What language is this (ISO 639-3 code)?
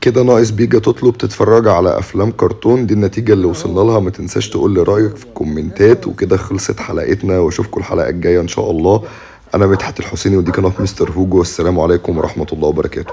arz